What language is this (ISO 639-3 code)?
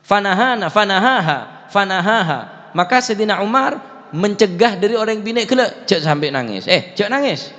mad